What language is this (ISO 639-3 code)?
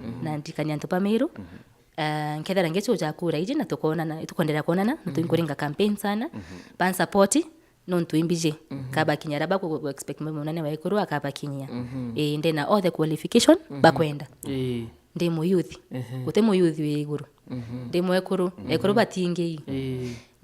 mer